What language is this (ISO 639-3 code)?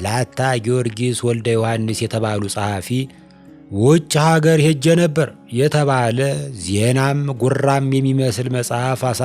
amh